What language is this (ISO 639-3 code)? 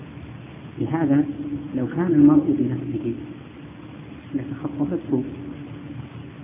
ara